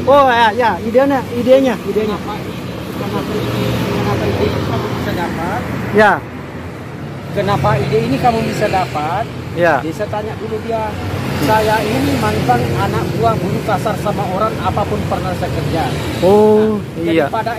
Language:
Indonesian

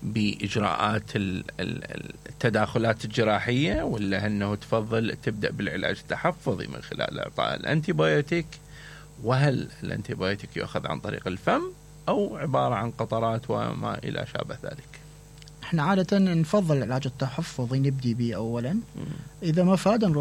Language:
Mesopotamian Arabic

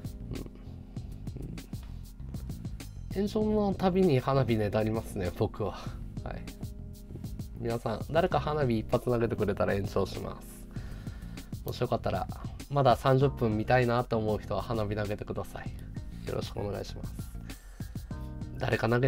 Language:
Japanese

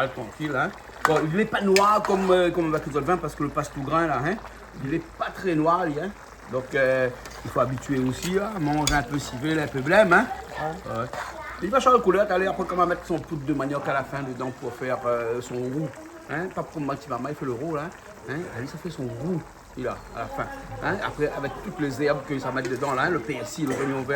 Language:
Réunion Creole French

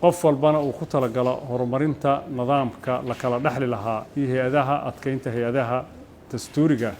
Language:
Somali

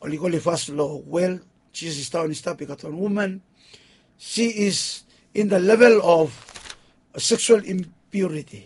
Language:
Bislama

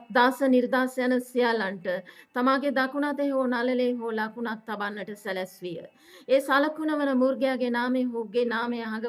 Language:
Sinhala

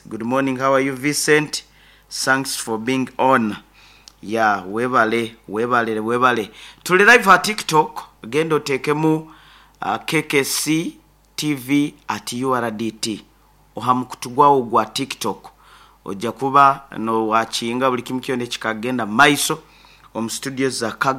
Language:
Nyoro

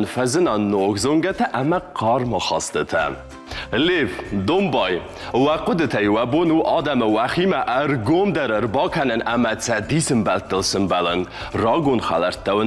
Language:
Ossetic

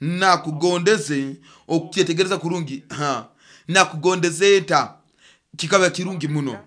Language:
Nyoro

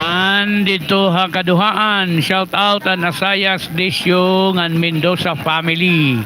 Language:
Waray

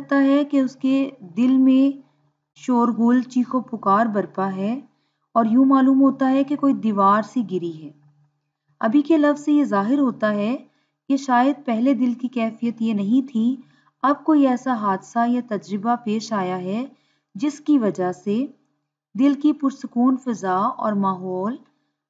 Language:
Urdu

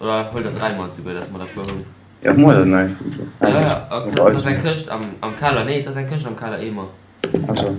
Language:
Luxembourgish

